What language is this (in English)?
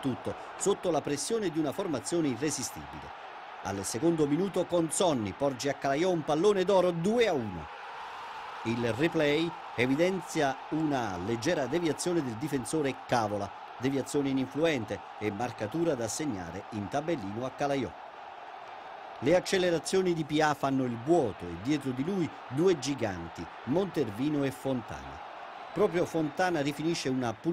Italian